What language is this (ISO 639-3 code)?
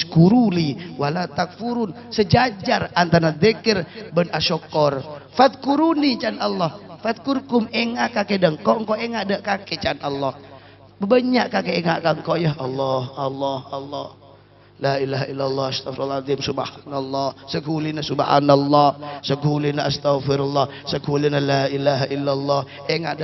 mad